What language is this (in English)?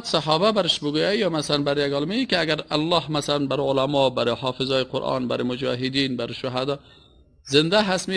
Persian